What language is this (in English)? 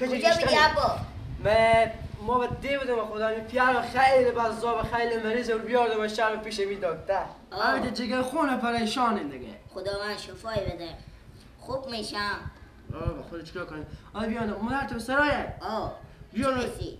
Persian